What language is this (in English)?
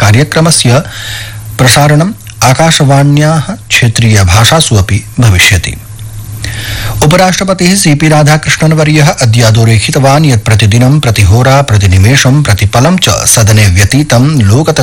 Sanskrit